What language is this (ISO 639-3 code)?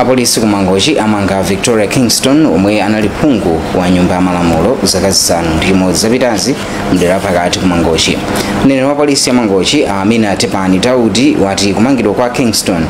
nya